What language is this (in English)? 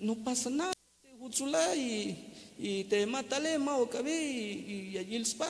Tzeltal